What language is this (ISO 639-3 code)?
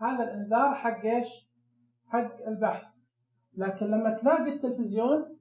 ars